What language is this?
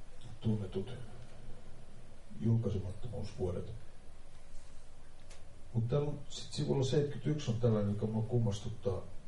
Finnish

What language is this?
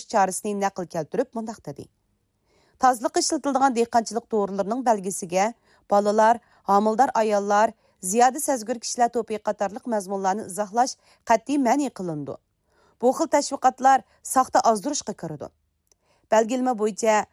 Uyghur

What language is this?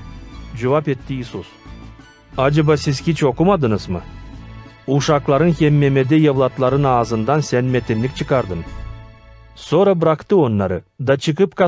Gagauz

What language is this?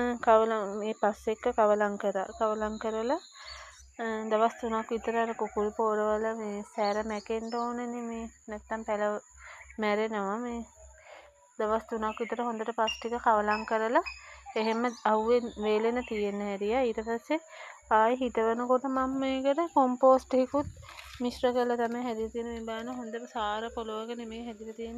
Sinhala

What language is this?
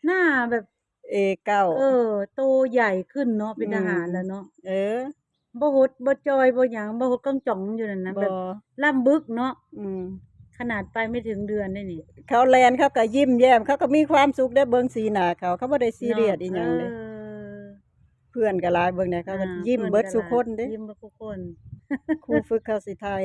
Northeastern Thai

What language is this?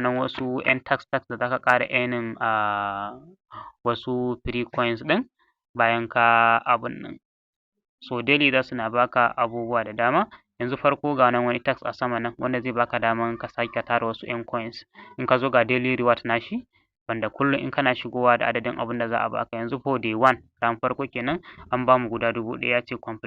Hausa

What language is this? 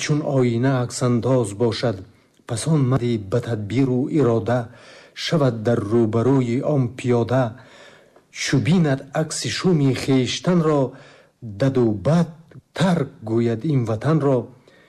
Tajik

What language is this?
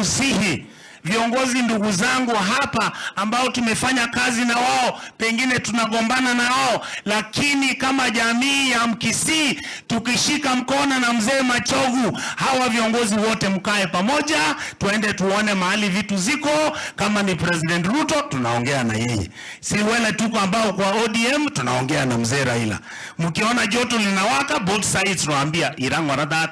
Gusii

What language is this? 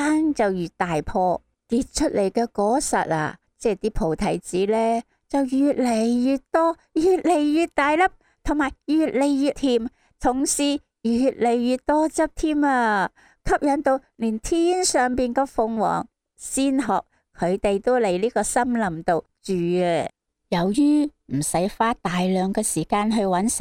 Cantonese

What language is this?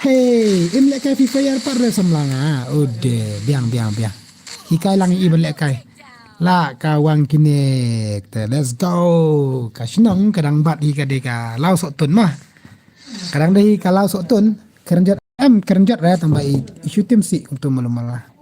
Khasi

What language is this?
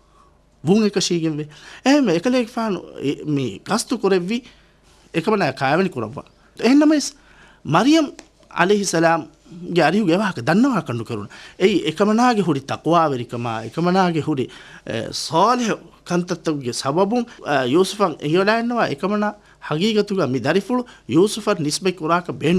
Divehi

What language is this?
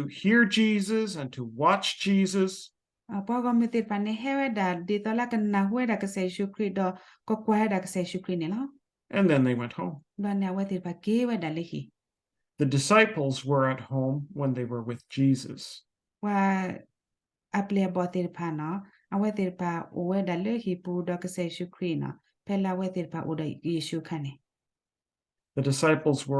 S'gaw Karen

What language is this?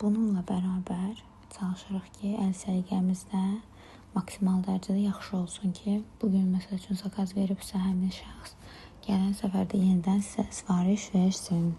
Azerbaijani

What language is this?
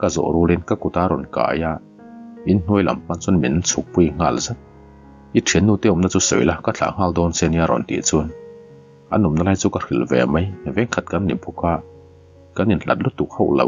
Mizo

